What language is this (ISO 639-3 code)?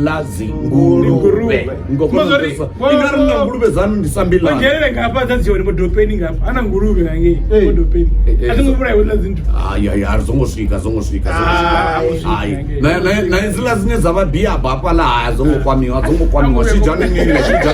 ven